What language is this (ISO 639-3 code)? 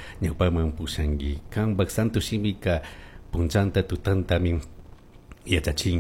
qug